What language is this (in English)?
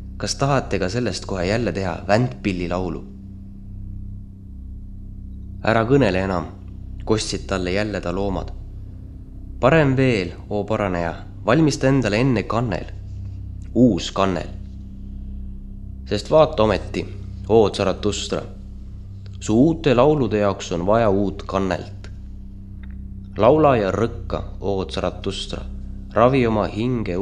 Estonian